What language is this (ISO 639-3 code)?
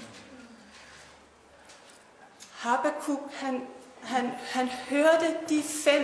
dan